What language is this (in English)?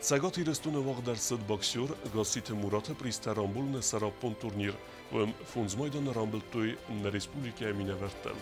Ossetic